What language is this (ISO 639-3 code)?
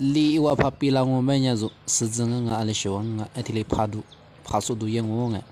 lis